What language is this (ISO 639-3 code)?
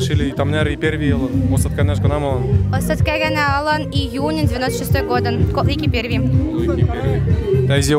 mrj